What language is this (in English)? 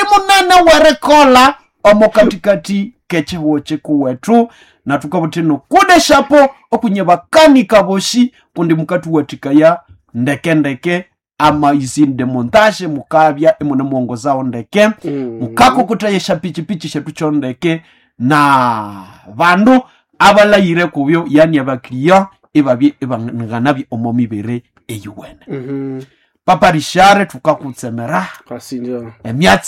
Nande